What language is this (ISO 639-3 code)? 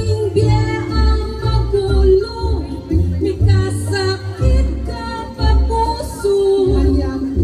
pam